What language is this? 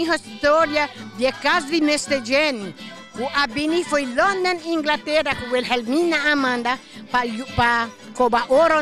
Papiamento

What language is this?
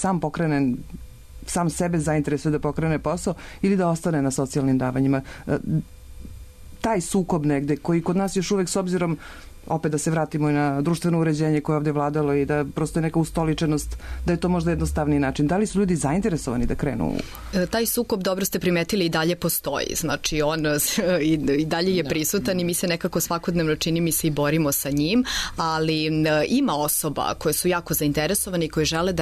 Serbian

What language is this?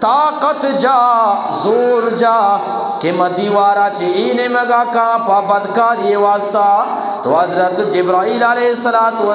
Eastern Balochi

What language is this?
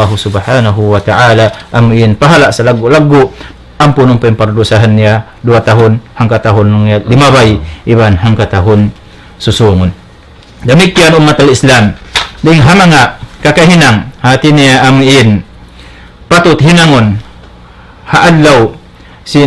Tausug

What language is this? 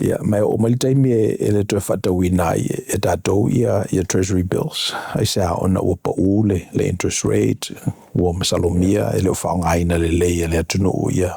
Samoan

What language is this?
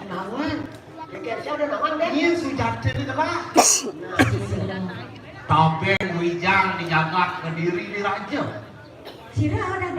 Balinese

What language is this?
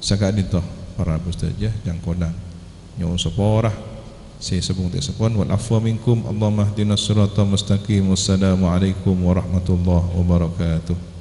Madurese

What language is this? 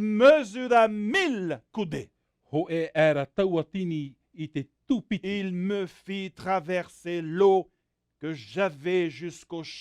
Tahitian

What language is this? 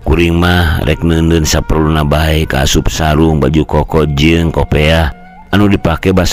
Sundanese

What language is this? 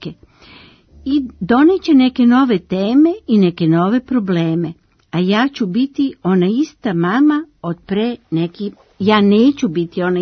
Serbian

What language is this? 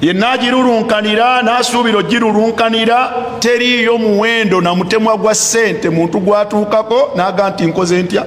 Ganda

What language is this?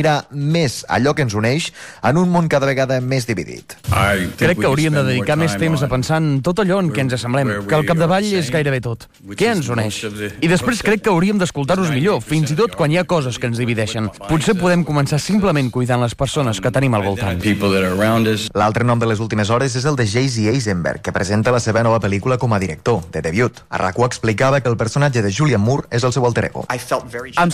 Catalan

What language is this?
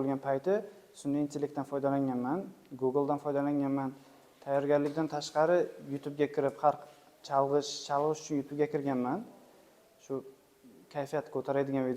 Uzbek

